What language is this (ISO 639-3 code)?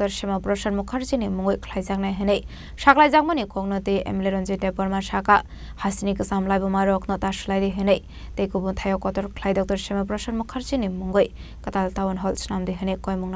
trp